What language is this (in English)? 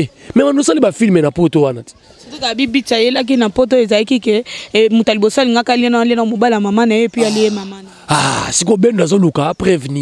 Lingala